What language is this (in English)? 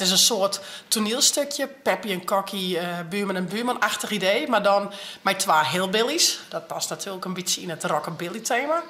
Western Frisian